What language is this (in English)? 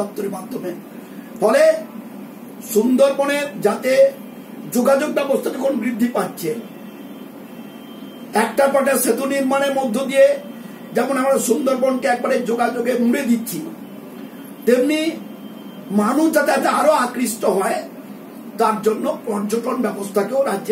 Bangla